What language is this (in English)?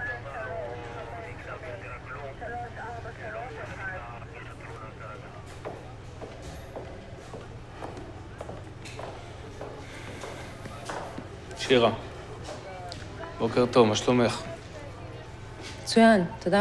Hebrew